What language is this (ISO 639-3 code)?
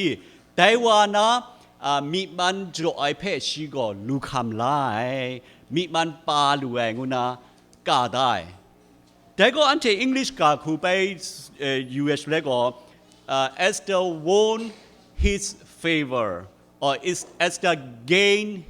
kac